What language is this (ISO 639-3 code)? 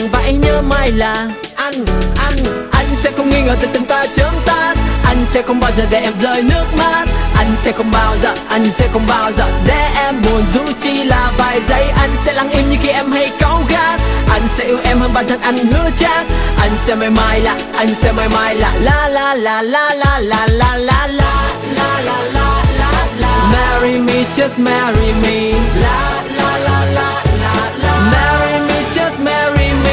vie